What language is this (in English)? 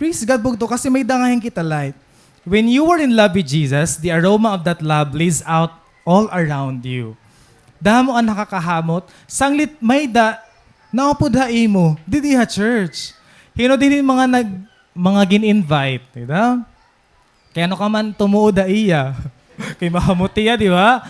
Waray